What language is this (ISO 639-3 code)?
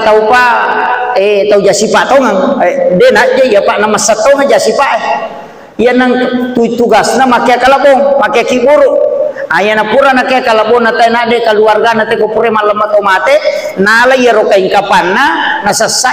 bug